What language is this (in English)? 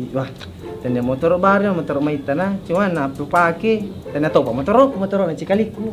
Buginese